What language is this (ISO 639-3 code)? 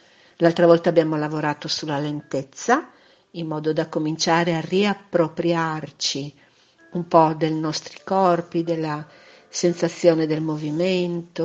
ita